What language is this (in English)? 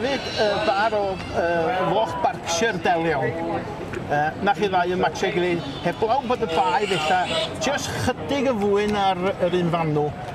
Welsh